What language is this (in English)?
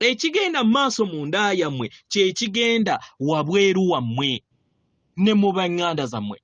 Ganda